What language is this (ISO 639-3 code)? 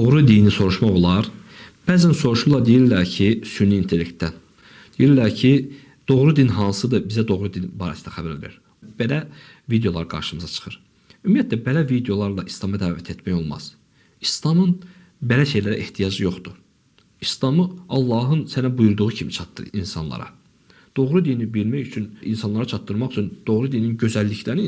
aze